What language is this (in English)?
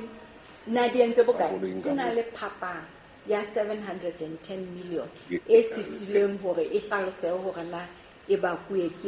Southern Sotho